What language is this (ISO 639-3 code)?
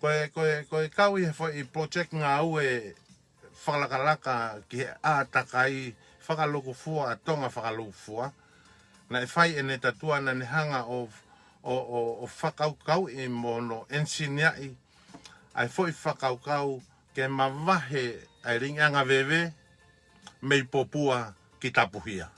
ton